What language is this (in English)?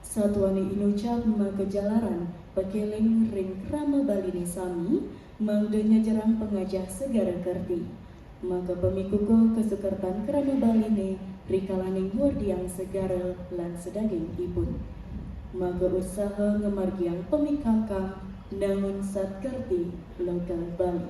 Balinese